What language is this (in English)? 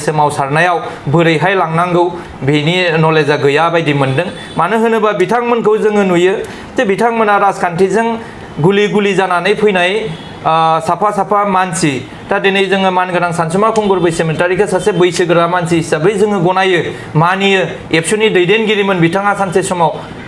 Bodo